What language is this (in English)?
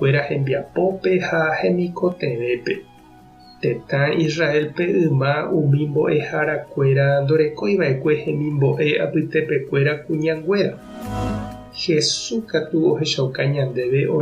Guarani